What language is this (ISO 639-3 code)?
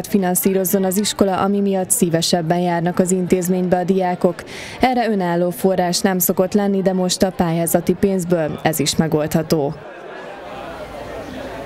hun